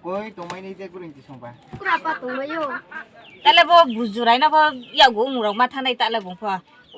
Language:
Riang (India)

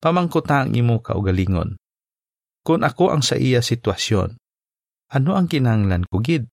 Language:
Hiligaynon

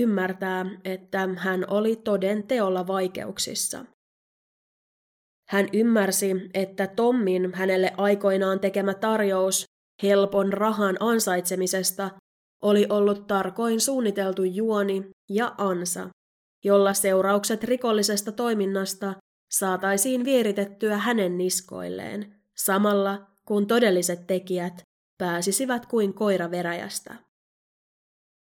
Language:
Finnish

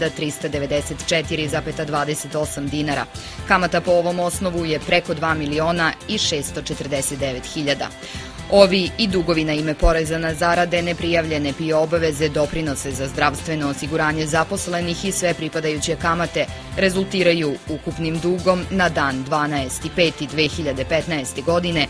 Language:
Serbian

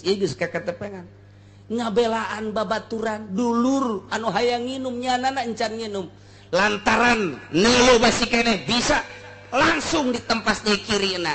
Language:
Sundanese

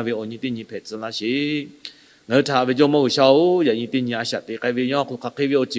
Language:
Lahu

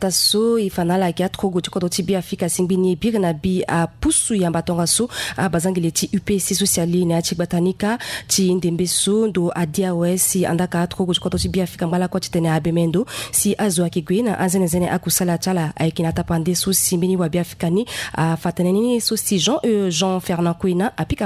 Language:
Sango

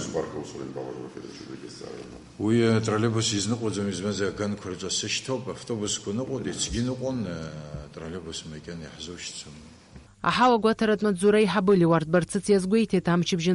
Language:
Abkhazian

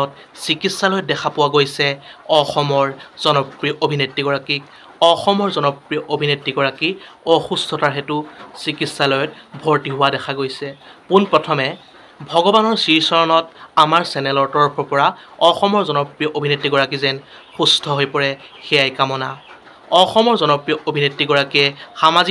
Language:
Assamese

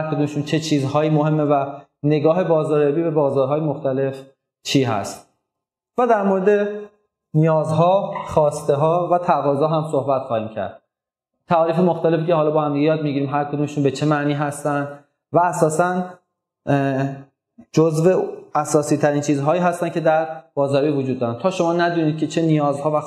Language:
Persian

